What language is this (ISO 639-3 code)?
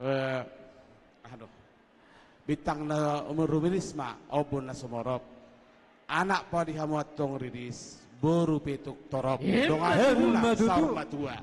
bbc